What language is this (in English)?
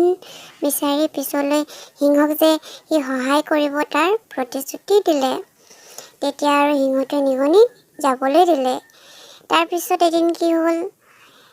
Assamese